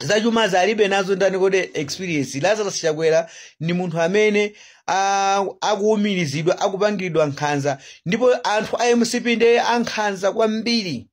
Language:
Nyanja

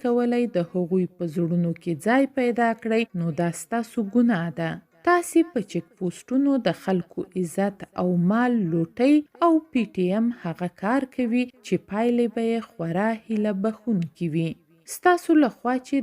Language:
Pashto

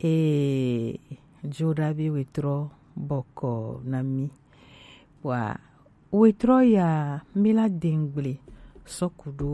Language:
Gen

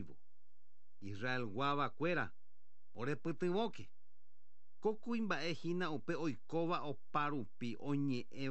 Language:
Guarani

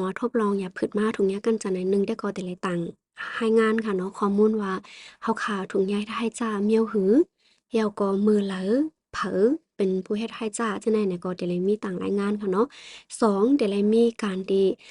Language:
Shan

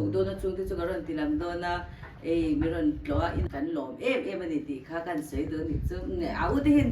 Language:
Mizo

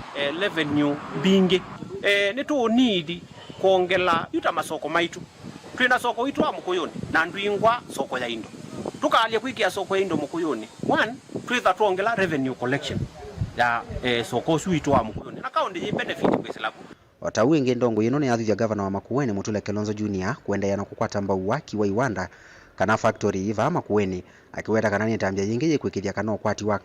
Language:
Kamba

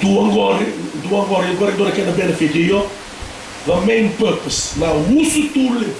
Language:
Fijian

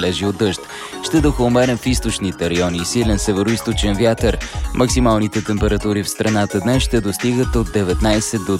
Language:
Bulgarian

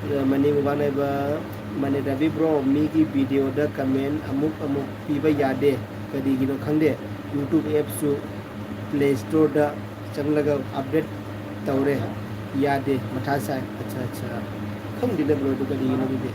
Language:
Manipuri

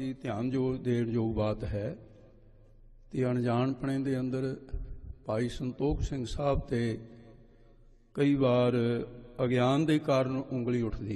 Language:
Punjabi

